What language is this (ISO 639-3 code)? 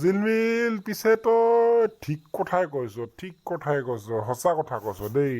asm